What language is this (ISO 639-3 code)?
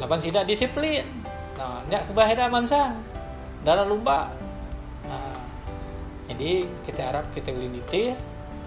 iba